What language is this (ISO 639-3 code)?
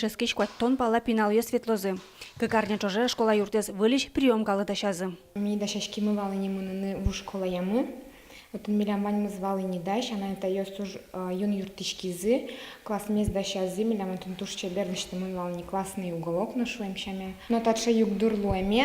udm